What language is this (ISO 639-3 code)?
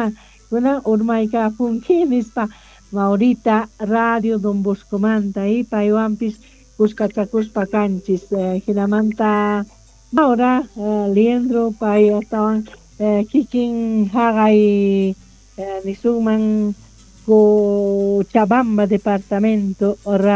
que